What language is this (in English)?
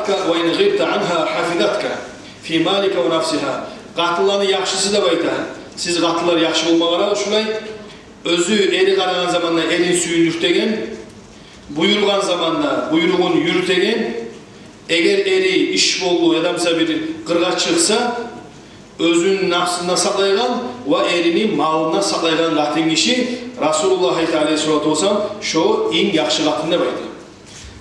Kumyk